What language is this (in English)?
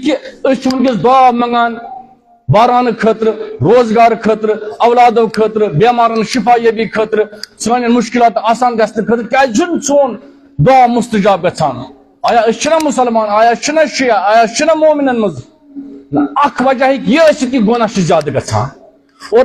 Kashmiri